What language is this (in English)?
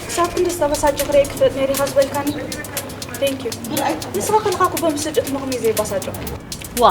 Tigrinya